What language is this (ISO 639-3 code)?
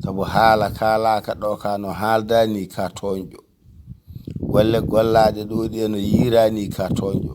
ful